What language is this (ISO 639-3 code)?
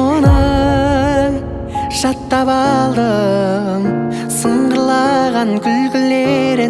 kaz